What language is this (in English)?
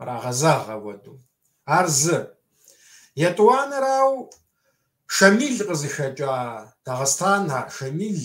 Kabardian